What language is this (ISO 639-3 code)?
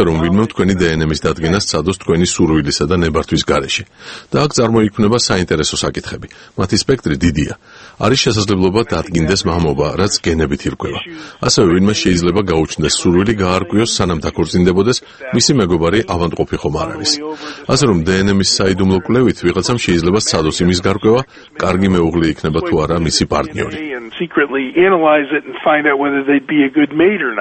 kat